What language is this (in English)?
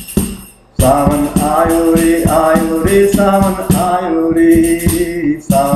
Hindi